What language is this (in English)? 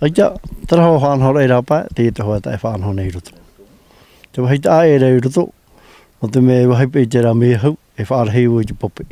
Tahitian